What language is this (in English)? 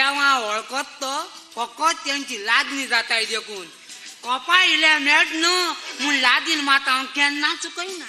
Konkani